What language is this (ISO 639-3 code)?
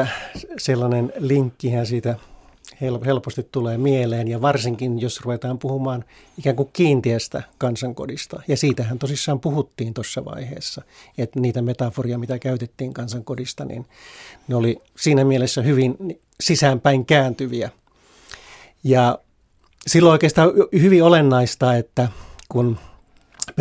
fin